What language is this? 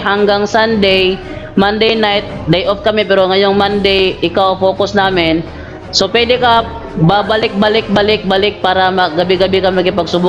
Filipino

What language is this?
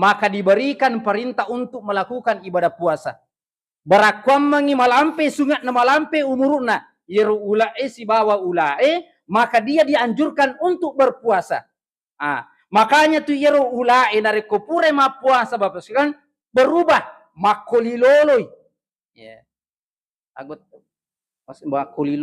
Buginese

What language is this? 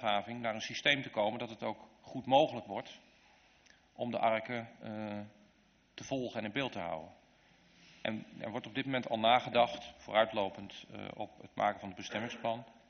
Dutch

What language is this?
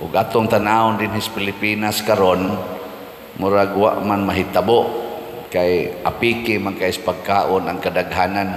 Cebuano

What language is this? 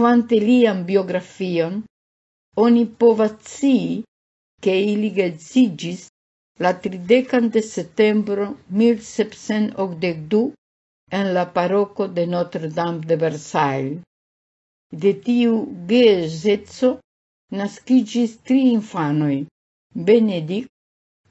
Esperanto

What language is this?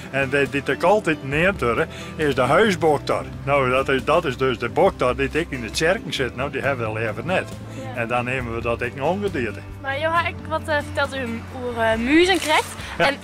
Western Frisian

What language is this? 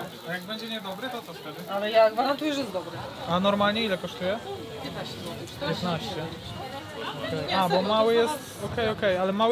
Polish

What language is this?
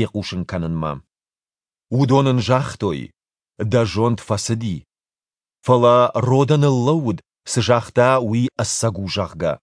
Ossetic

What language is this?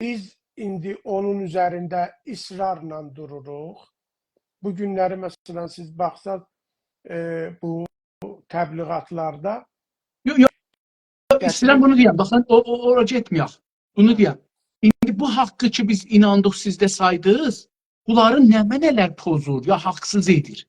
South Azerbaijani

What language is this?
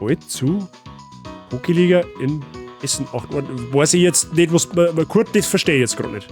Bavarian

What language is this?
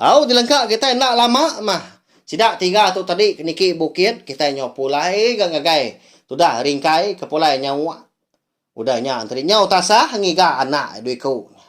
Iban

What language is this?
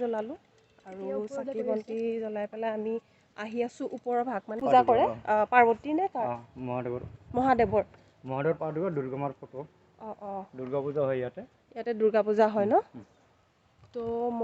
Assamese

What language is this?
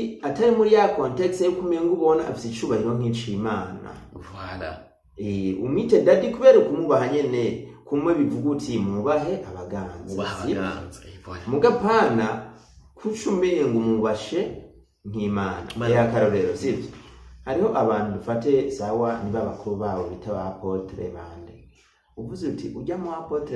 Rundi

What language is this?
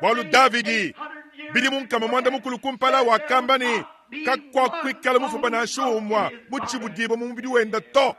Luba-Lulua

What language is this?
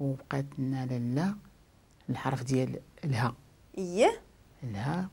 Moroccan Arabic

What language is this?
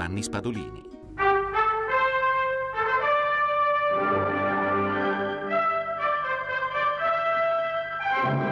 Italian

